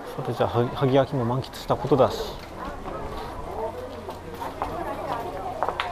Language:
Japanese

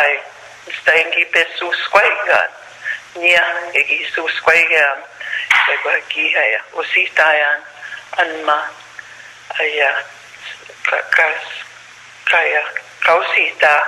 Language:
Plains Cree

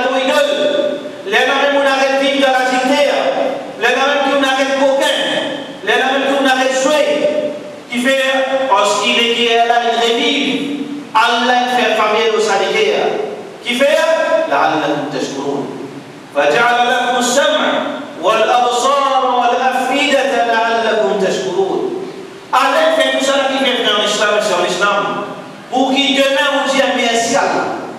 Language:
Morisyen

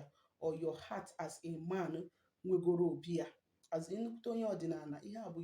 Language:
Igbo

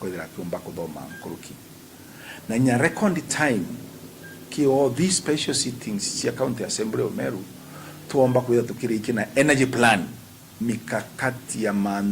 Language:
Meru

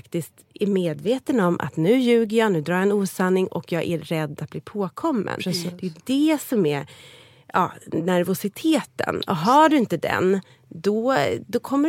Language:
Swedish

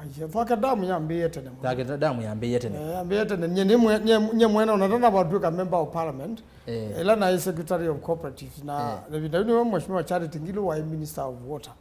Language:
Kamba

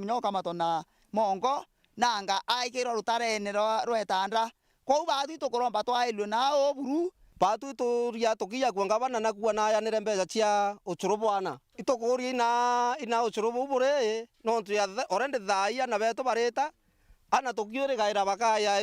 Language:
Meru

